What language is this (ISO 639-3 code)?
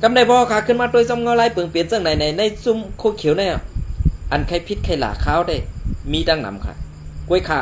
shn